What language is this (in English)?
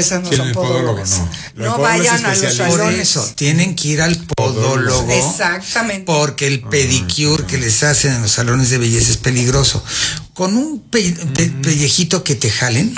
Spanish